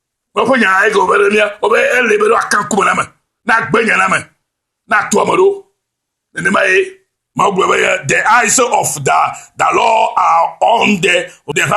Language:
Ewe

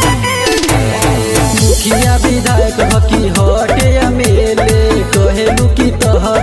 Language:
Bhojpuri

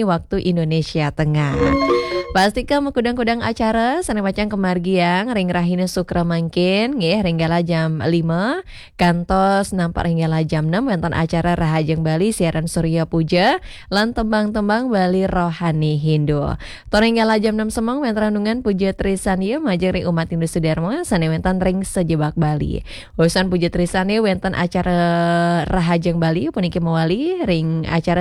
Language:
Balinese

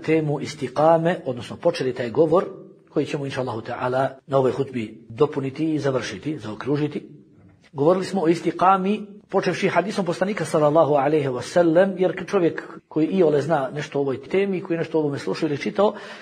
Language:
Bosnian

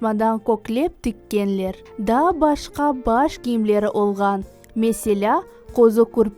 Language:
Crimean Tatar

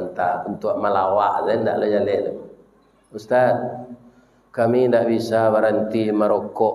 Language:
Minangkabau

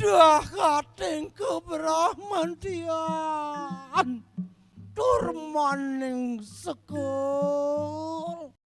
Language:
Balinese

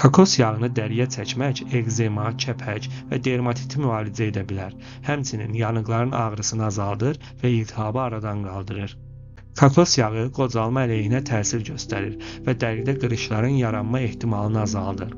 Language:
Azerbaijani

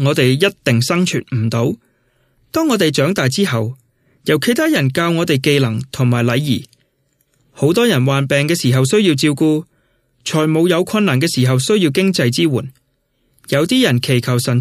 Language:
Cantonese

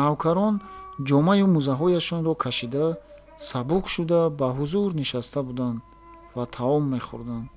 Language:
Tajik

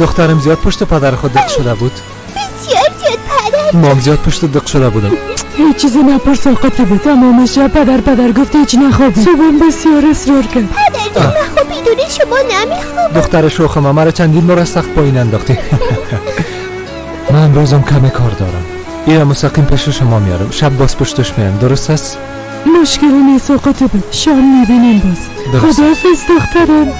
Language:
Persian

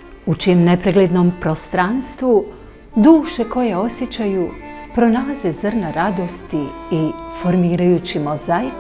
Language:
Bosnian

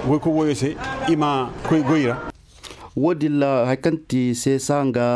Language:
Koyraboro Senni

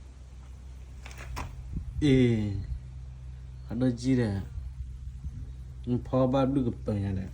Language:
S'gaw Karen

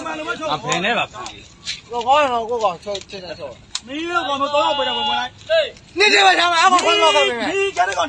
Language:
Burmese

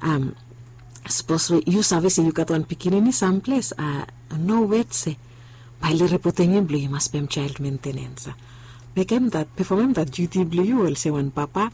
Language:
Bislama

